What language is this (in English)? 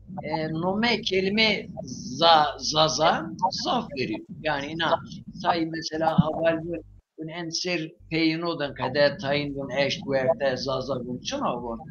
Zaza